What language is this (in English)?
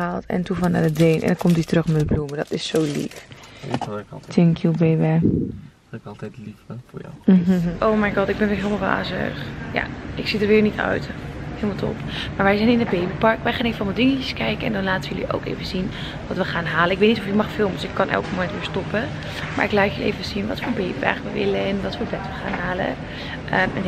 Dutch